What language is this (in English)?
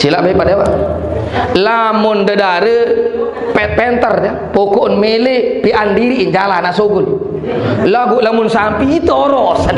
Sasak